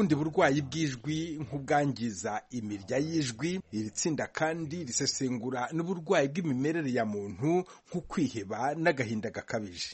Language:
Kinyarwanda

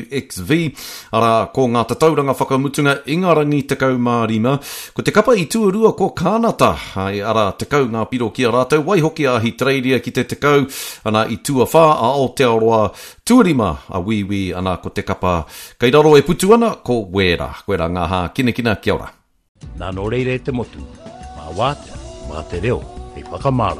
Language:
Māori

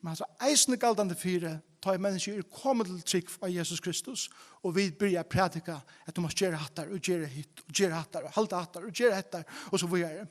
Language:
Faroese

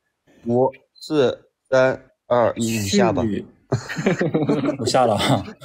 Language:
Chinese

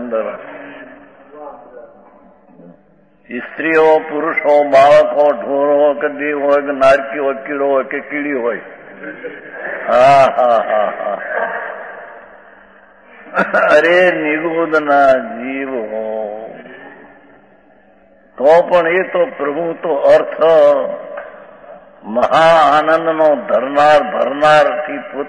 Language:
Gujarati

